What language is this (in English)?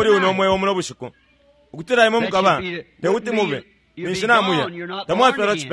Bemba